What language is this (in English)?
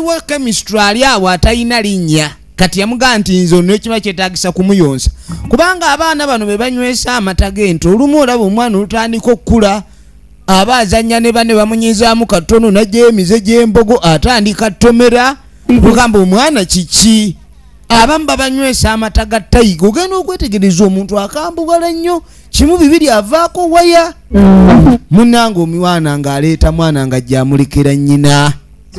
Ganda